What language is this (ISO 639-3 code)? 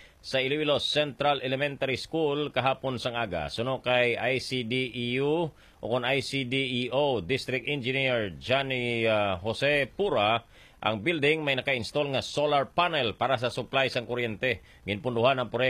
hil